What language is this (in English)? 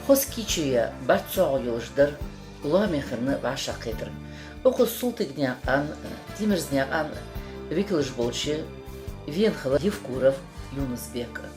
Ingush